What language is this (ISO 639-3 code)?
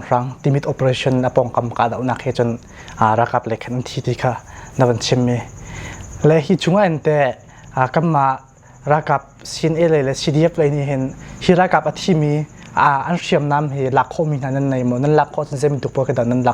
cnh